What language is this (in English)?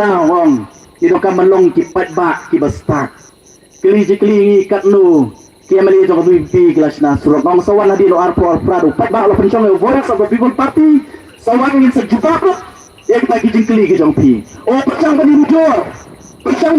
Khasi